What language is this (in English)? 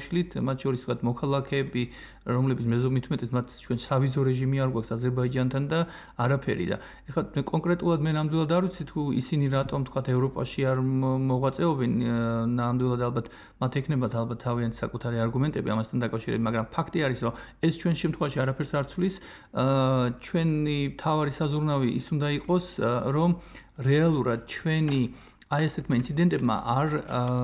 Georgian